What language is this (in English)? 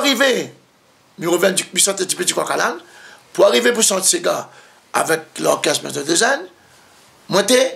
Réunion Creole French